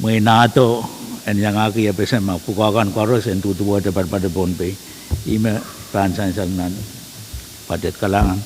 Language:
Pohnpeian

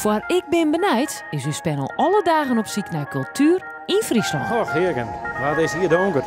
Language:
Western Frisian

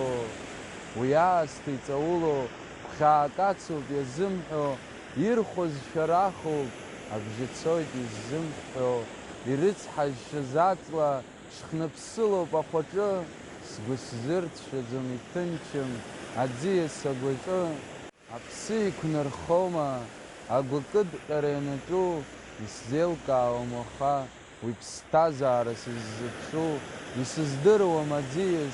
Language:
Abkhazian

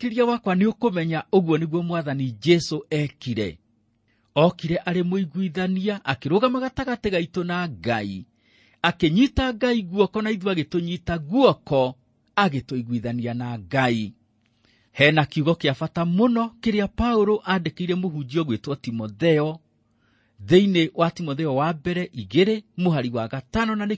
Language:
Kikuyu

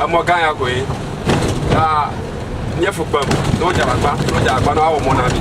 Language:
Ewe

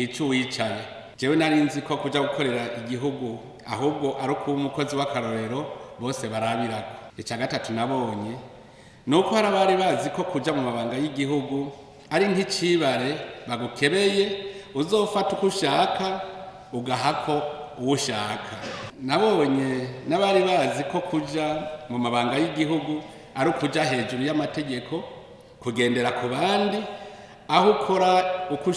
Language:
Rundi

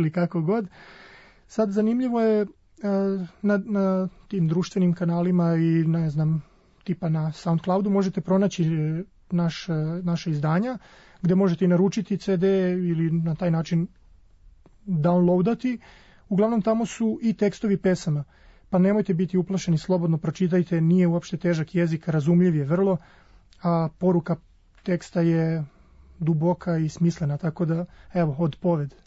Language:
Serbian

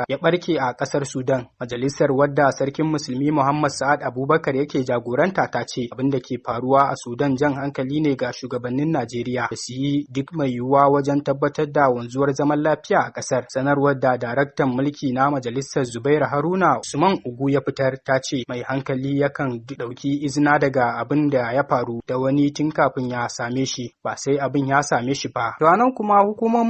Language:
Hausa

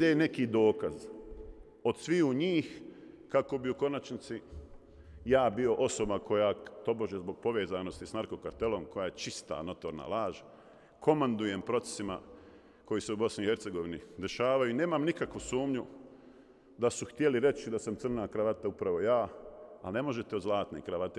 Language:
Bosnian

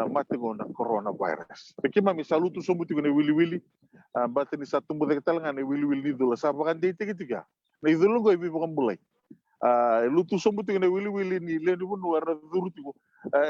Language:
Fijian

